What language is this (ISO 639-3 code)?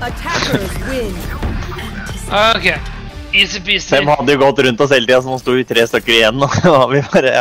nor